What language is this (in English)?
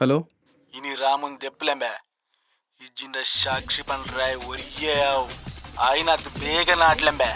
Tulu